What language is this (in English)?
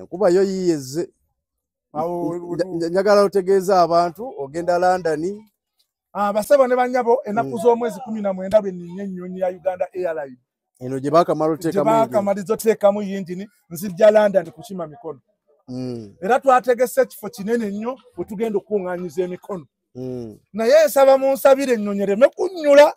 Ganda